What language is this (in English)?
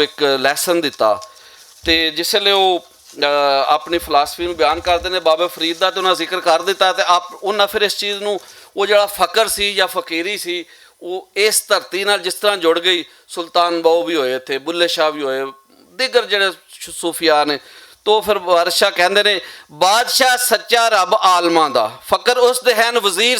Western Panjabi